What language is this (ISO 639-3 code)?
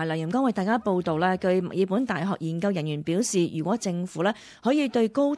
yue